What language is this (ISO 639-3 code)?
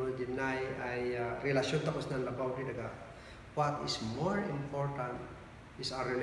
kne